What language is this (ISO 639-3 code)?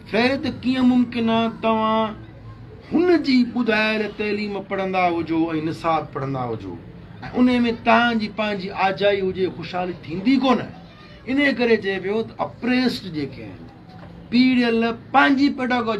snd